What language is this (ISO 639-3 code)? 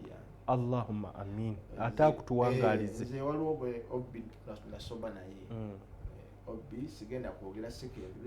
lug